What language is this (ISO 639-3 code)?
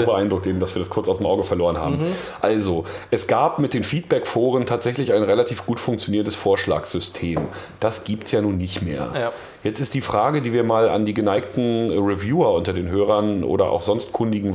deu